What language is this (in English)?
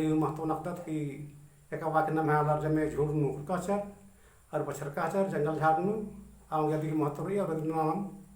Kurukh